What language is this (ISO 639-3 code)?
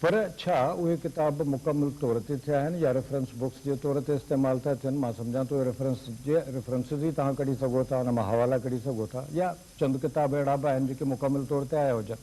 snd